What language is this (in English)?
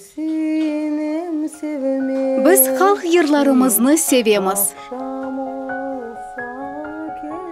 Crimean Tatar